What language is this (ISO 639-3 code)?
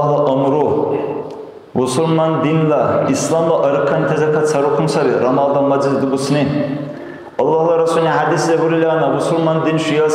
dar